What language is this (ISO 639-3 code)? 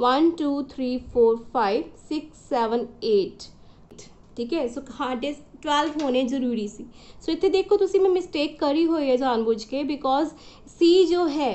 pan